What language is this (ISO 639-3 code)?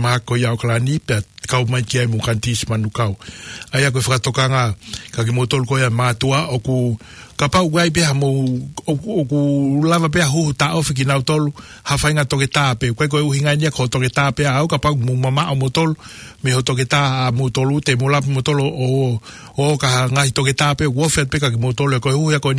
ton